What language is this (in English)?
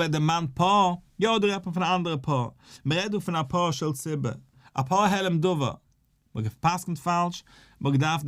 Yiddish